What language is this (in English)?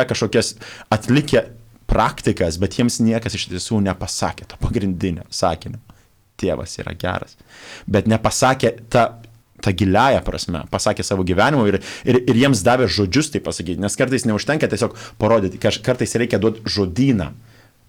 Lithuanian